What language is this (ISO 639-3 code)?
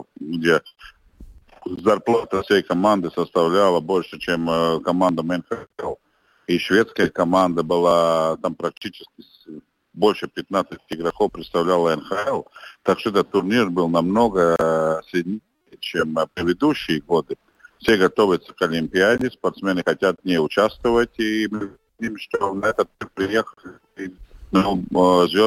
rus